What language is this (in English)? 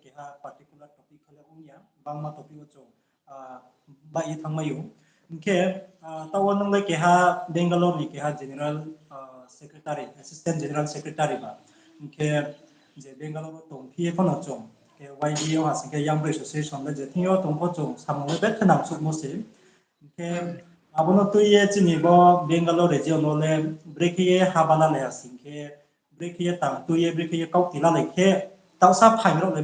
Riang (India)